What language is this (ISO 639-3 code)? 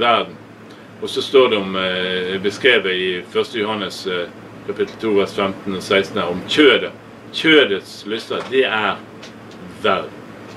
nor